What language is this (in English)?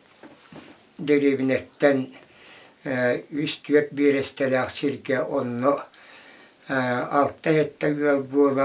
Yakut